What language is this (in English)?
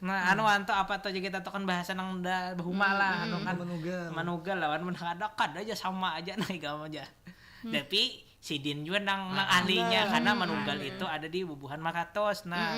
Banjar